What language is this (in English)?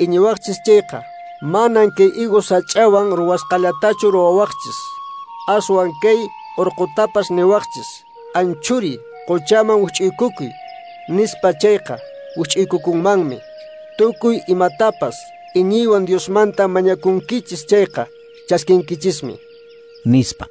Quechua